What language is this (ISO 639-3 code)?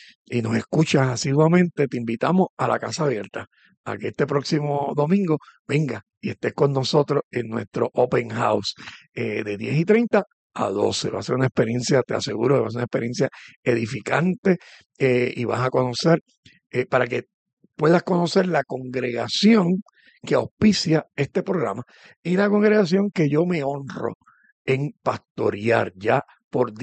spa